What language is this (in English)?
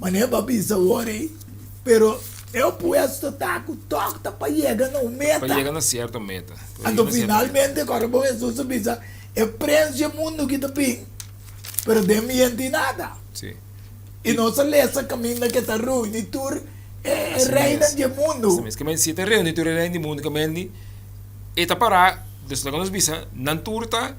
Papiamento